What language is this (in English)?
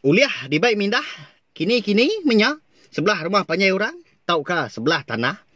Iban